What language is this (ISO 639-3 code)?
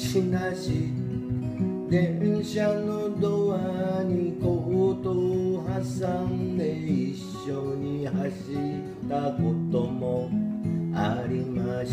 jpn